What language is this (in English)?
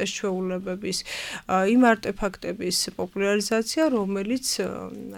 Georgian